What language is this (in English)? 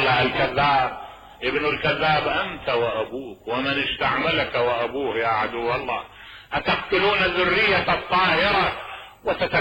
Mesopotamian Arabic